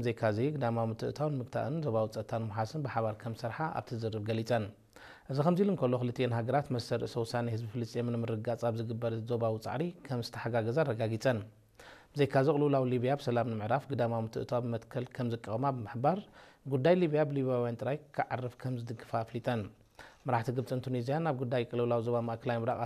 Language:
Tigrinya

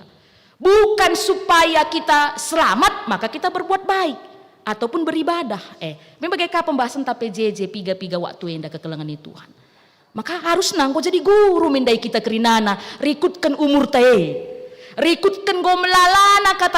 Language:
Batak Karo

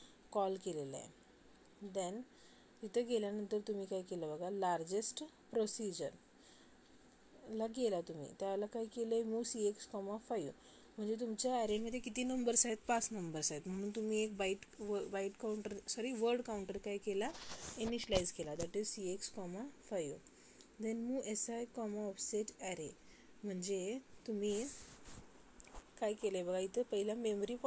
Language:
Marathi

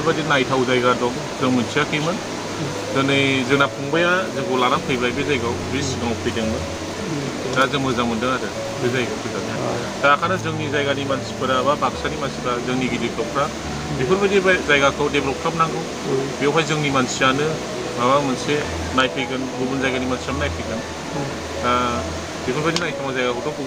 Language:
Bodo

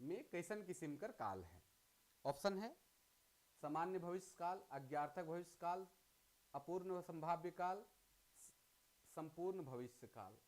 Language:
Sadri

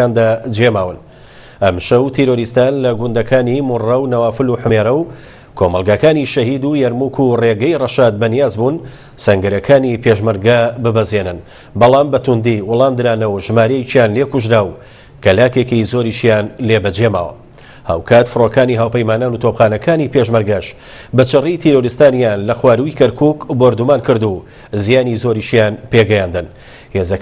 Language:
Central Kurdish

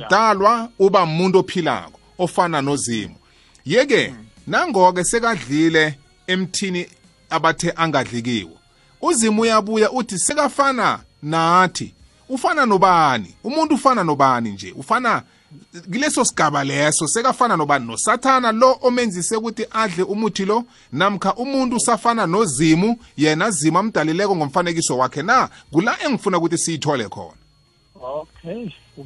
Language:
South Ndebele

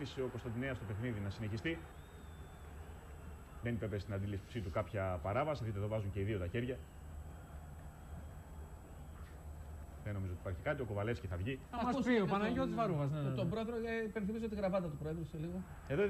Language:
Greek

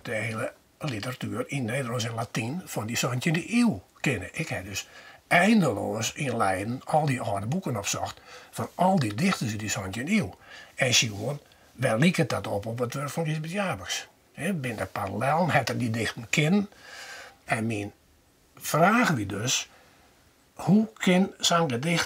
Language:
Western Frisian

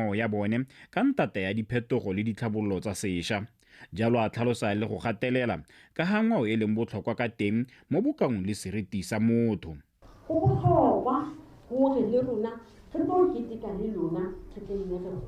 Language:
Tswana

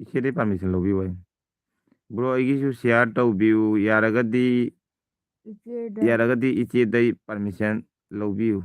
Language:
Manipuri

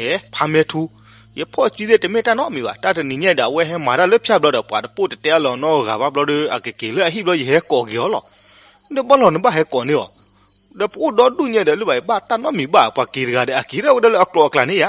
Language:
S'gaw Karen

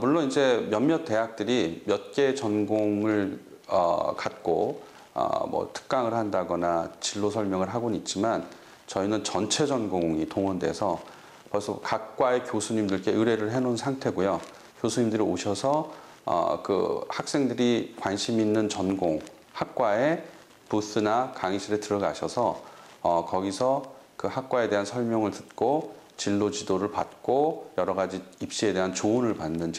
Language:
Korean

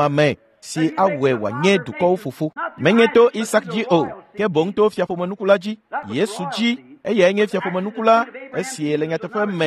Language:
Ewe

